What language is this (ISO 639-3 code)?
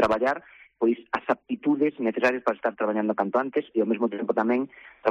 glg